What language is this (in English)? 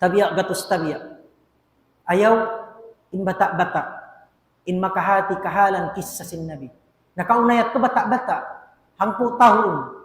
Tausug